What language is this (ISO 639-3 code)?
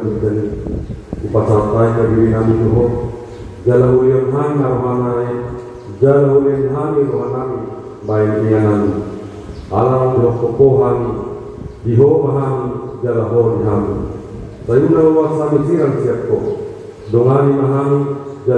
bbc